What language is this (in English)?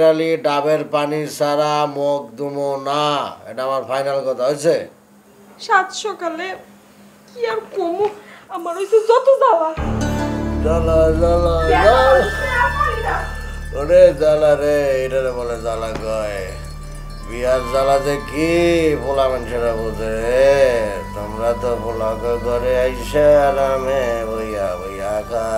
Bangla